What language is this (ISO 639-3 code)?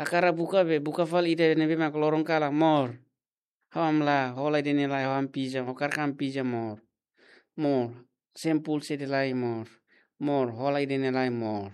tet